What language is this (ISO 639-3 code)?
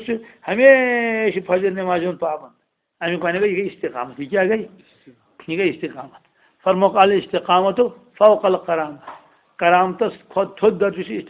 kas